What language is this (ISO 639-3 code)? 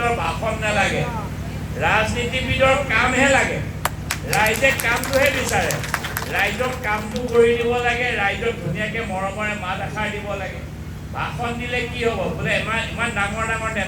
asm